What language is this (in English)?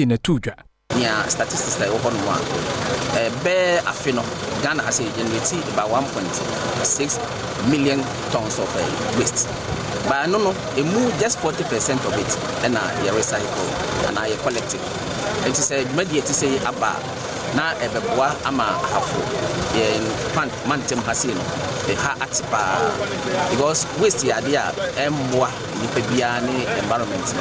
Akan